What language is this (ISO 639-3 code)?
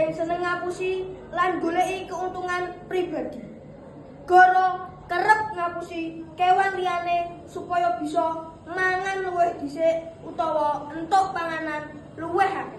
jav